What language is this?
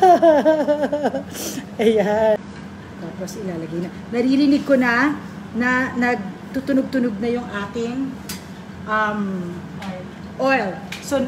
Filipino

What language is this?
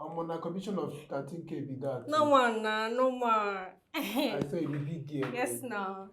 Nigerian Pidgin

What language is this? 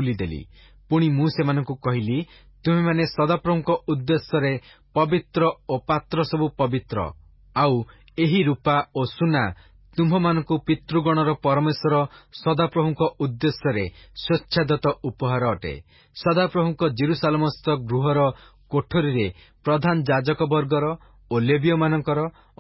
Odia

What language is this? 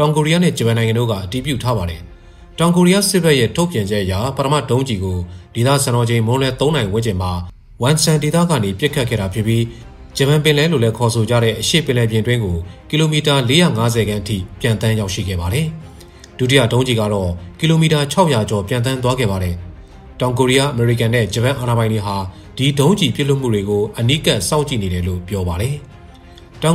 Burmese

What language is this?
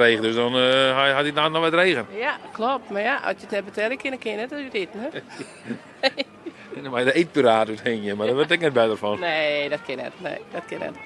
Western Frisian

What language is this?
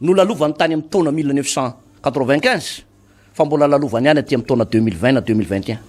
Malagasy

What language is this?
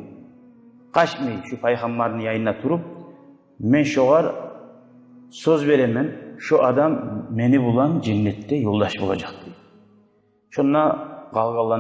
Kumyk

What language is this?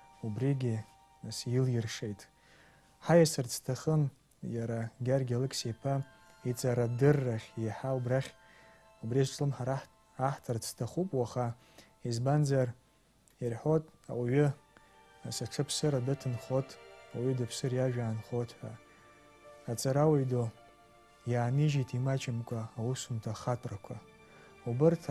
Abkhazian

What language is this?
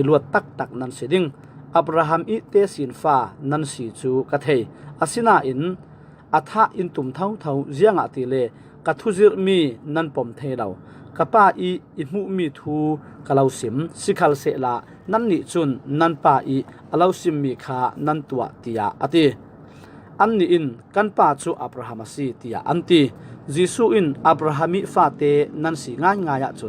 Falam Chin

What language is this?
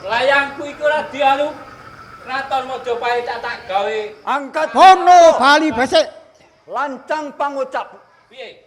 Javanese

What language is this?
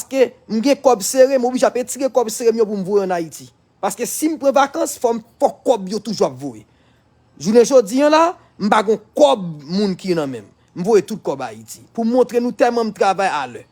Haitian Creole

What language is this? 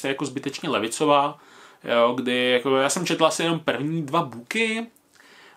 Czech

